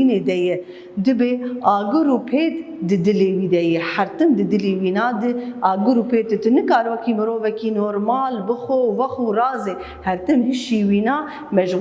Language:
Kurdish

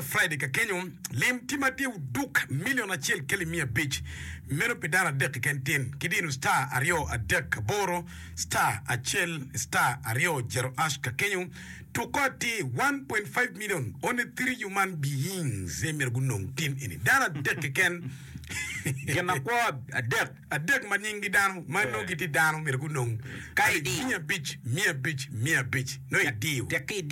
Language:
Acoli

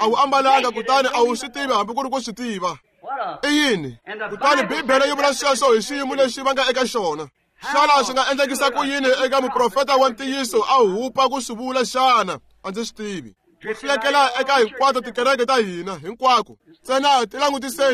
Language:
Tsonga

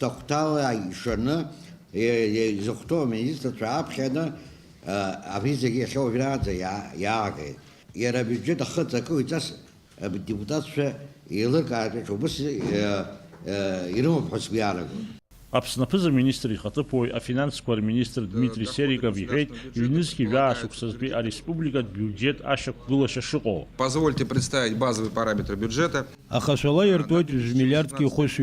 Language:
Abkhazian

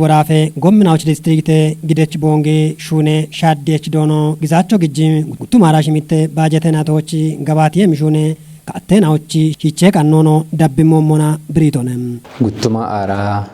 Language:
Kafa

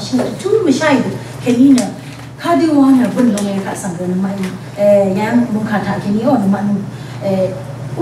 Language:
Rawang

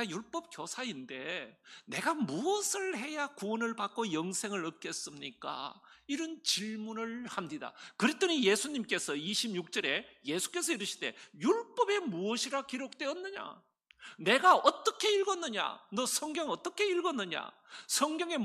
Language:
Korean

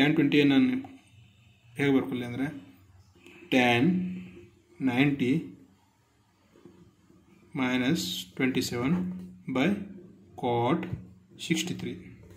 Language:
Kannada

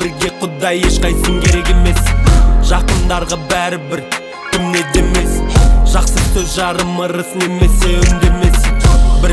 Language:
Kazakh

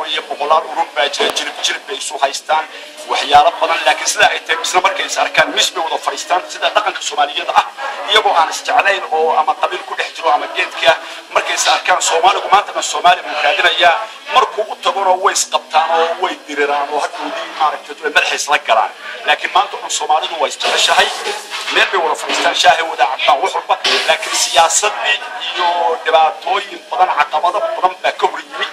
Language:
Somali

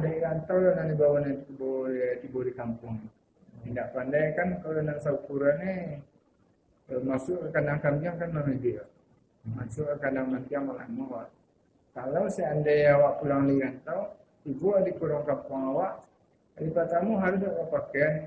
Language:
Minangkabau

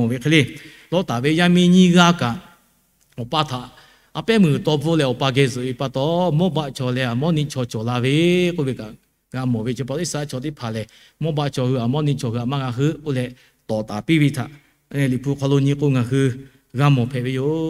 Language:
Lahu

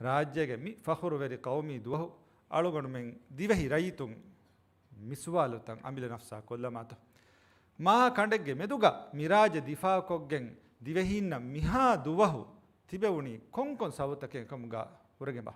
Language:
Divehi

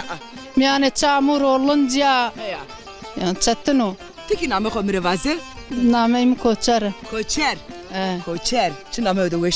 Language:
Zaza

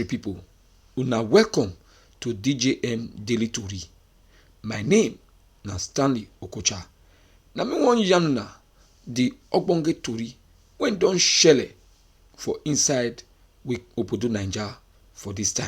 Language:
Nigerian Pidgin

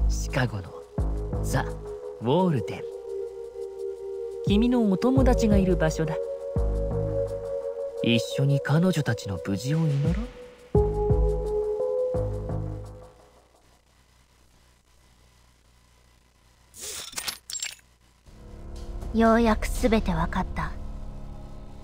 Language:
Japanese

